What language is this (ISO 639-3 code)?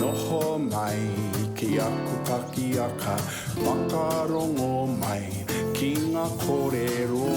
mri